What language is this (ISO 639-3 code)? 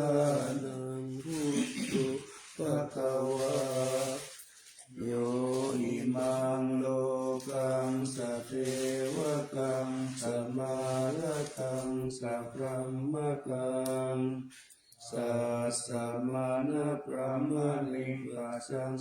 pli